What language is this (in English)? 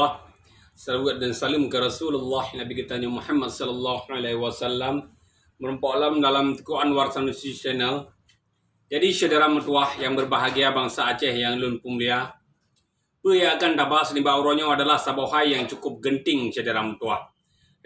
Achinese